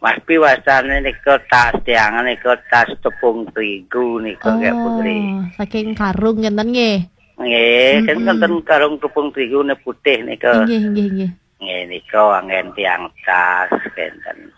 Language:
Balinese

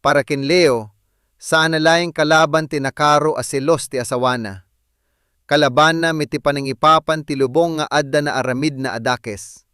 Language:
Iloko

